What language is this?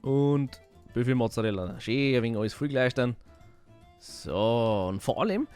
Bavarian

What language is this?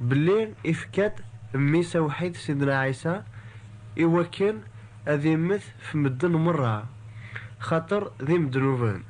Kabyle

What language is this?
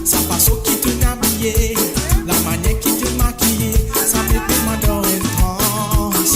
Morisyen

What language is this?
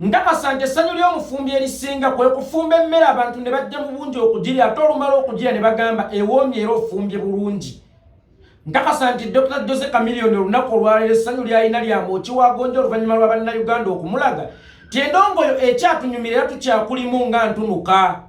Ganda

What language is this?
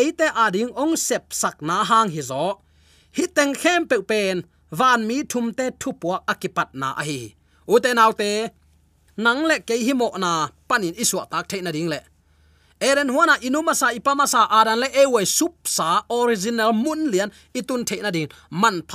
Tedim Chin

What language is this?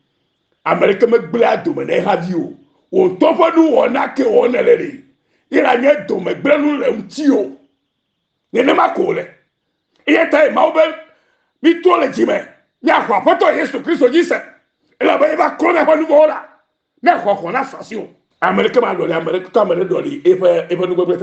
Ewe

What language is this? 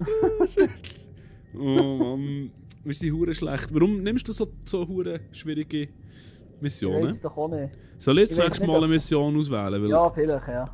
Swiss German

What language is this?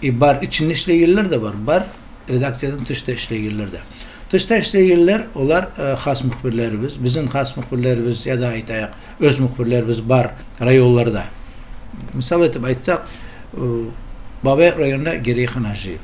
Kumyk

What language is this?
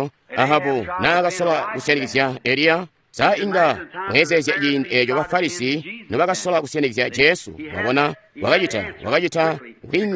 Tonga (Zambia)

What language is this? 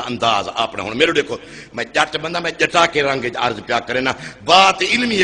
Saraiki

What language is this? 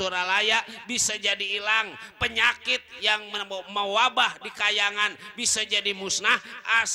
Betawi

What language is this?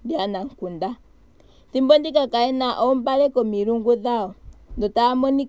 Ndonga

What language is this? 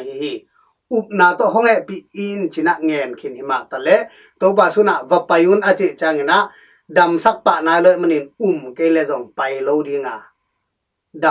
Tedim Chin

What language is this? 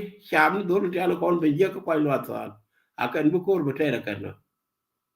Nuer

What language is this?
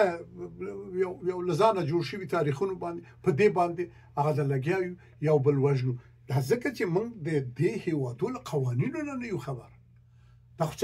Pashto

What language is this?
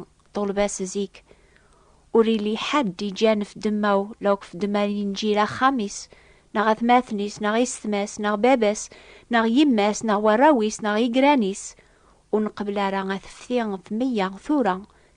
Kabyle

